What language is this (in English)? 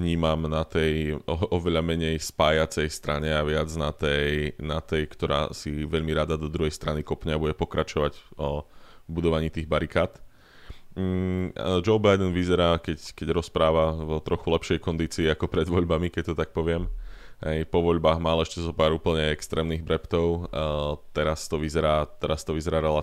Slovak